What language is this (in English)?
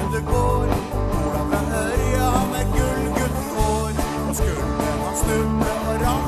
Norwegian